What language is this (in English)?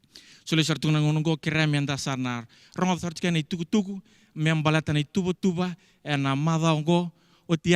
Fijian